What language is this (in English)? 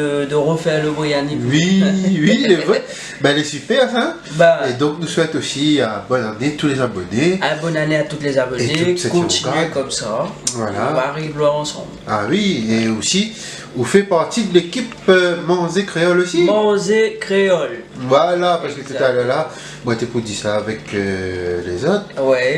Réunion Creole French